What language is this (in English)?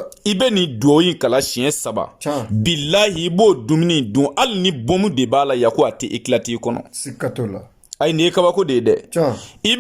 Bambara